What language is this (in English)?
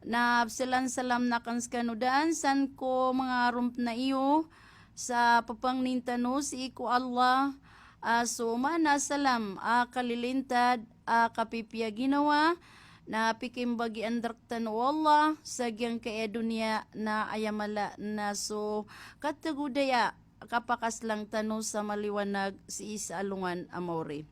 Maranao